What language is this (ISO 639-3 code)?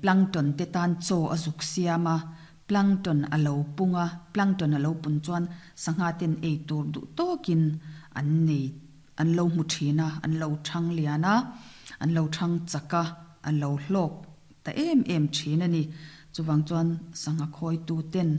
lus